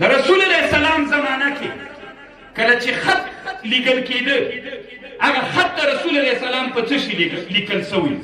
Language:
Pashto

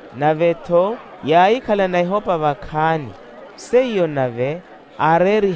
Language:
Makhuwa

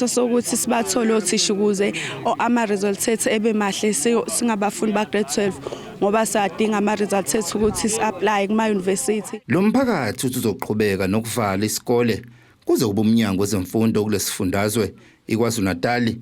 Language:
Zulu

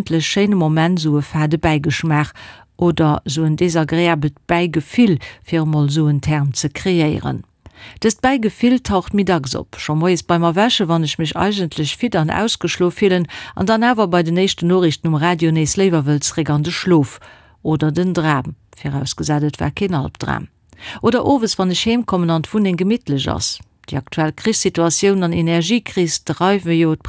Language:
Luxembourgish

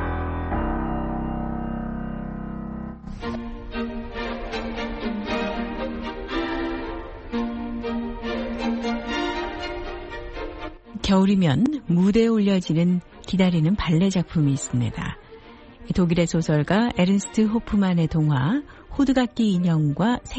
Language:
Korean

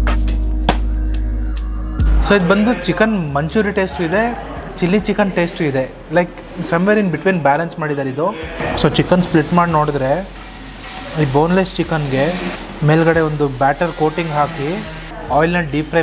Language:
Kannada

